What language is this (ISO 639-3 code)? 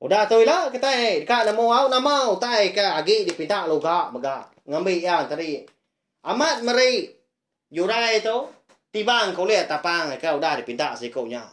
iba